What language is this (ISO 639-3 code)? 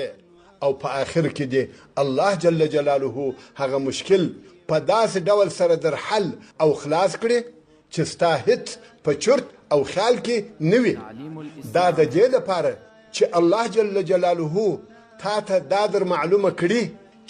pus